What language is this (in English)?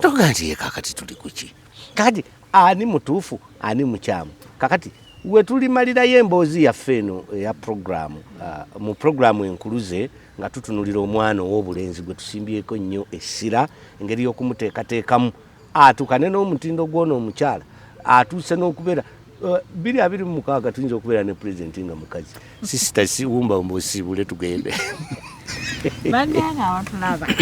Ganda